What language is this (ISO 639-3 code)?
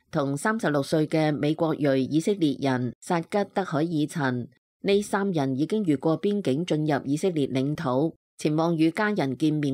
yue